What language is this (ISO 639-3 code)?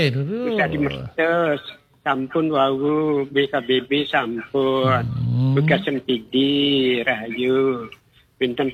ban